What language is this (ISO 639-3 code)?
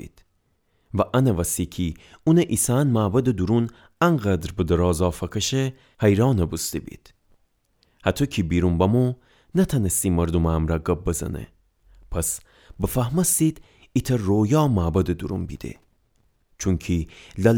glk